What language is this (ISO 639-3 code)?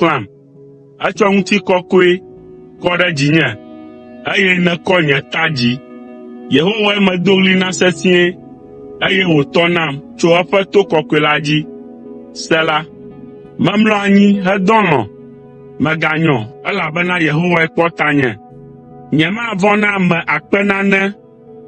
ewe